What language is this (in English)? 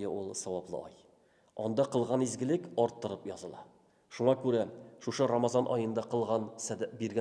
Tatar